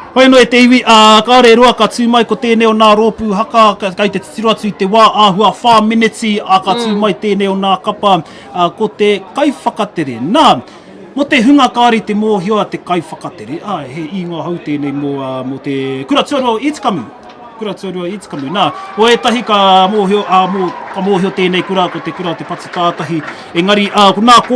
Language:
Māori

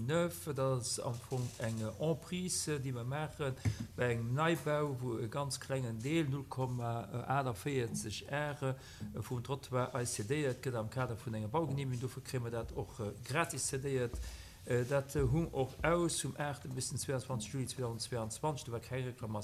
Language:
Luxembourgish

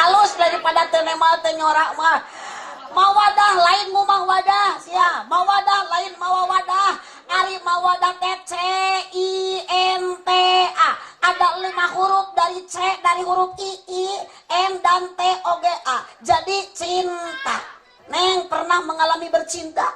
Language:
Sundanese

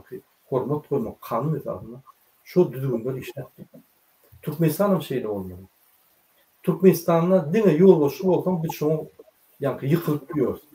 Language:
Turkmen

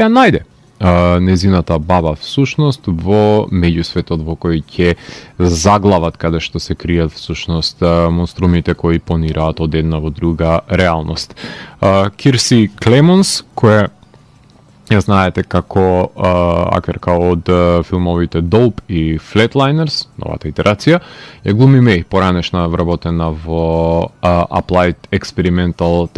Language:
Macedonian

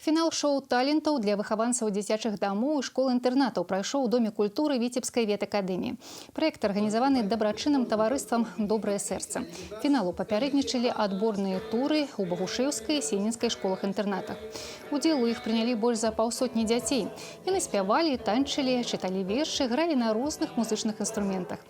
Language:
Belarusian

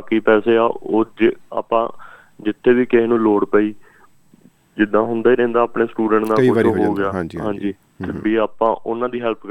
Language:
Punjabi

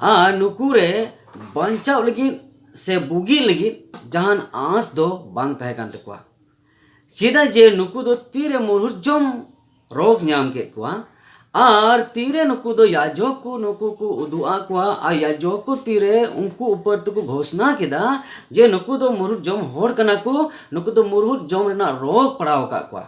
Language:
Santali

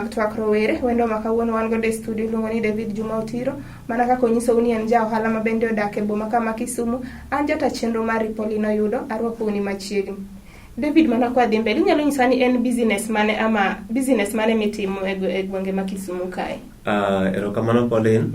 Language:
Luo (Kenya and Tanzania)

